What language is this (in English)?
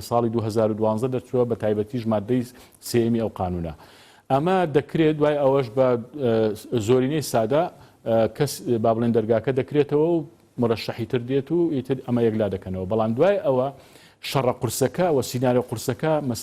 Central Kurdish